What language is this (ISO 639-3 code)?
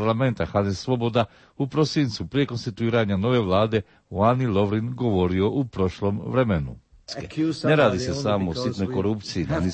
hrv